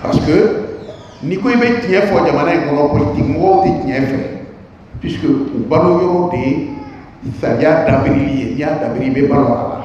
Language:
Bambara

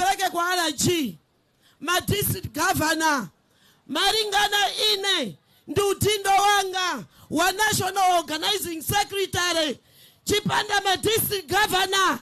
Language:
Nyanja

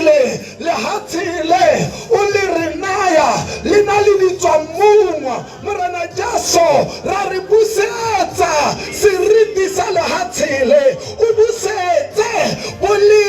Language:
Tswana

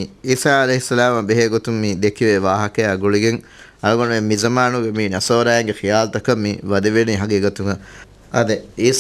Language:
Divehi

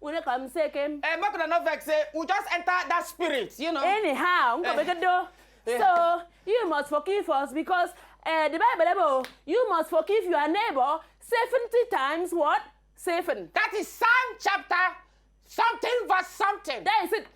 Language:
Nigerian Pidgin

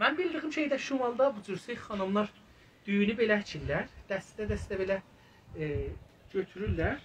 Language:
South Azerbaijani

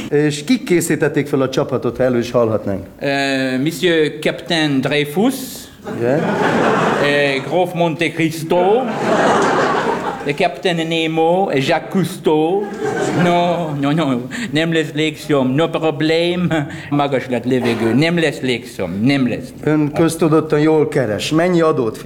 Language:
Hungarian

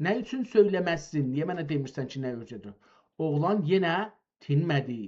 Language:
South Azerbaijani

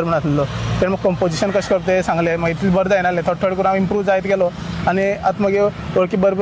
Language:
Konkani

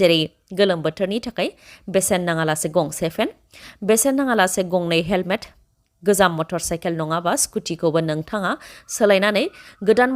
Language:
Bodo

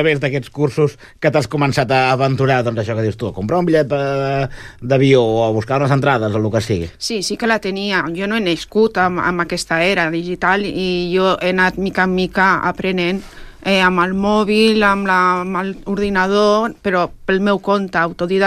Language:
Catalan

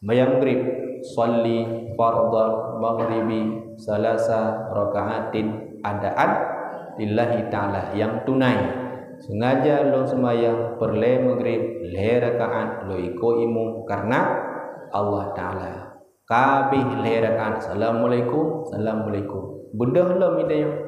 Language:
Achinese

